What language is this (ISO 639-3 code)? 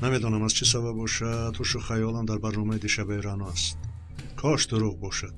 tgk